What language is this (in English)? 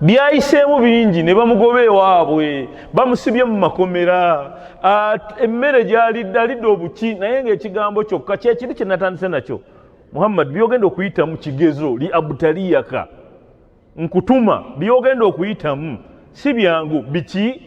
Ganda